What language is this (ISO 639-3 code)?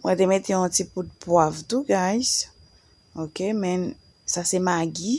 hat